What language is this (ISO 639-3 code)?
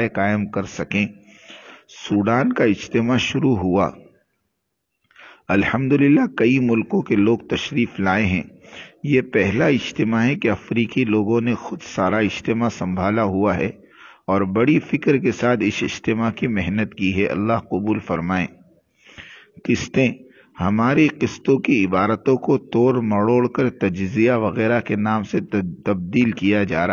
urd